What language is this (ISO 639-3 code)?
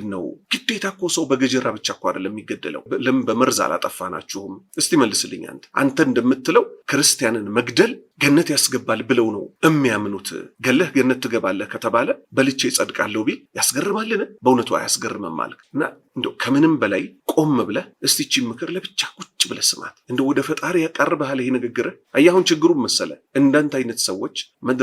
amh